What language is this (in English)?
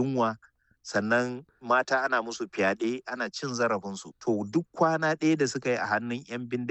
Hausa